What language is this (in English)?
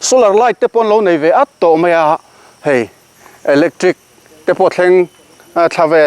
Mizo